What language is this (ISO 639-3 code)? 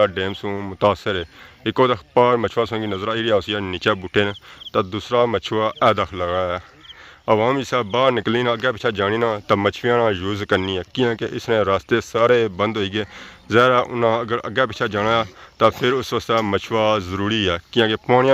phr